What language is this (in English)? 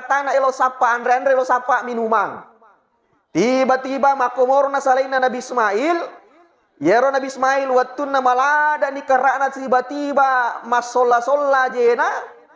Buginese